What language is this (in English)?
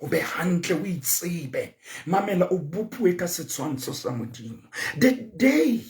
Southern Sotho